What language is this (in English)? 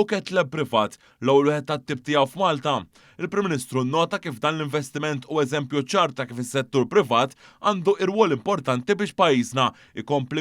Maltese